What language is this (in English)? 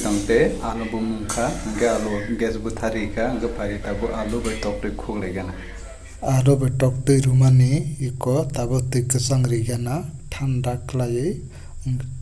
Kok Borok